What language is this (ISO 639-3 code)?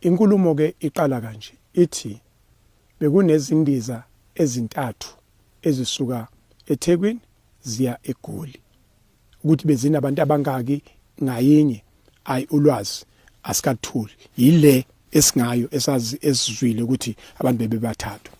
zul